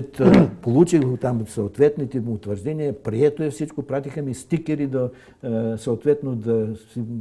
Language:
Bulgarian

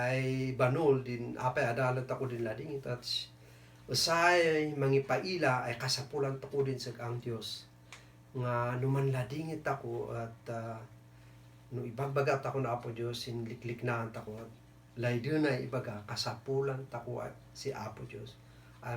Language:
Kankanaey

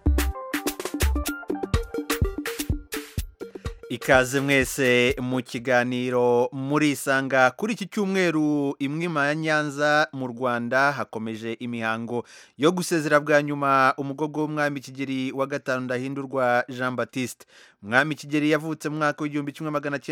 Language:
Kinyarwanda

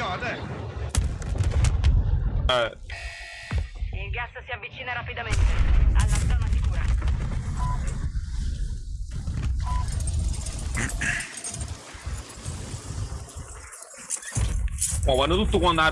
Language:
Italian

